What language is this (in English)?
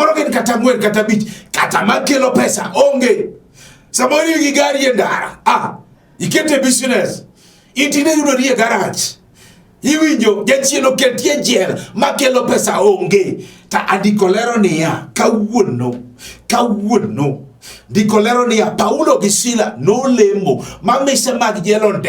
Luo (Kenya and Tanzania)